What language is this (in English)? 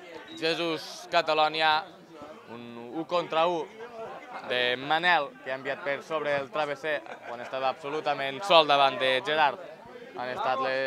Catalan